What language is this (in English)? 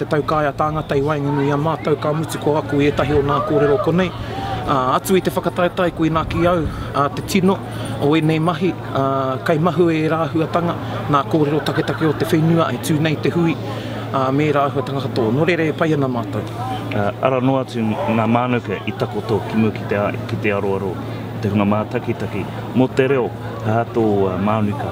Māori